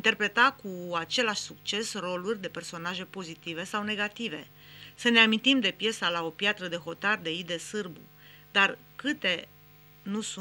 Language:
Romanian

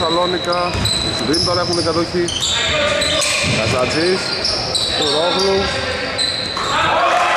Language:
Greek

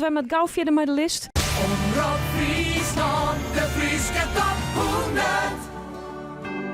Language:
Western Frisian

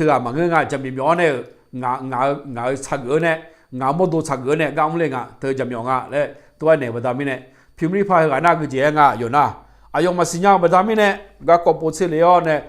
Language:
Akha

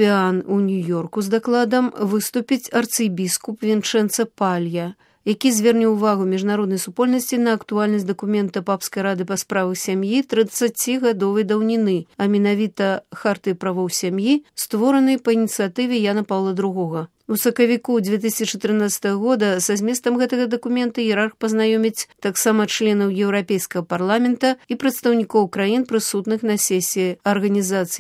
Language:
Belarusian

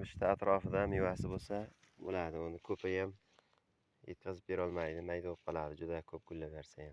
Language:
Uzbek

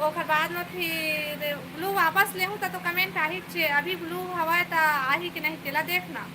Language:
Chhattisgarhi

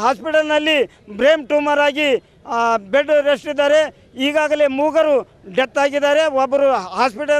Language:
Kannada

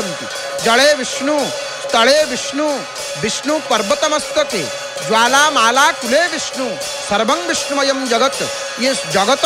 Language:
Odia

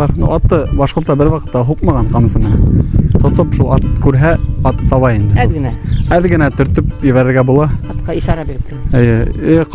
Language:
Bashkir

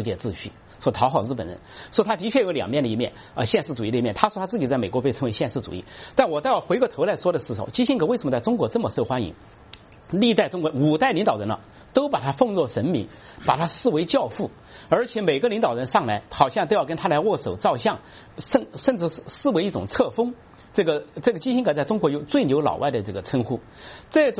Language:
Chinese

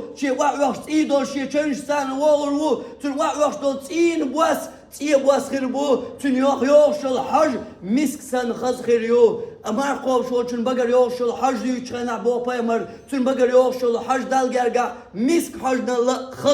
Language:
Chechen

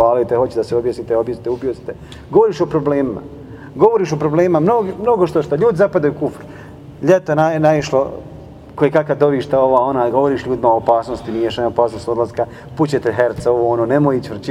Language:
Bosnian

